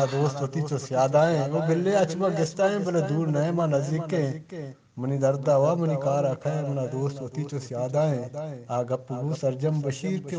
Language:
Eastern Balochi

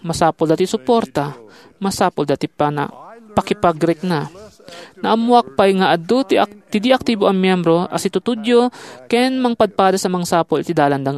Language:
Iloko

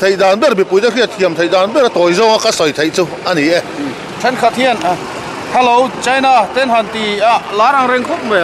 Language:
Mizo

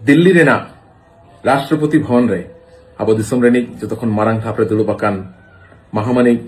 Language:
Santali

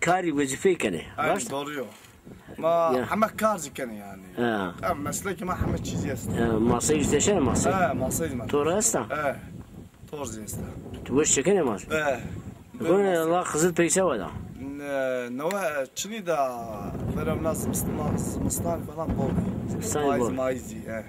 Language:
Zaza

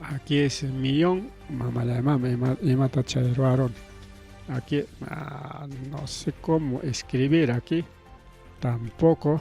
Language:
Ayacucho Quechua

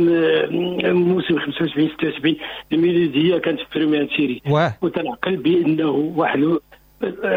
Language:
Moroccan Arabic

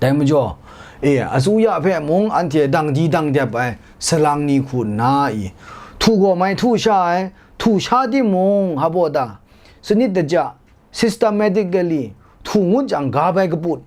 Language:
Kachin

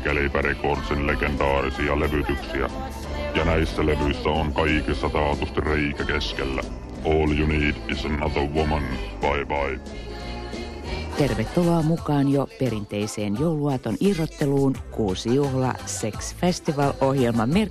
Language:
Finnish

